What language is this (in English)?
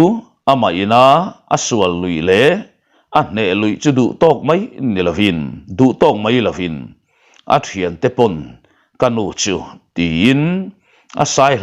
Mizo